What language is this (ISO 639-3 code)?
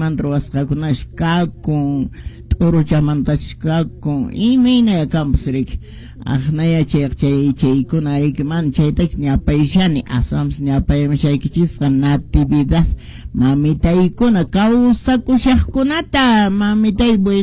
que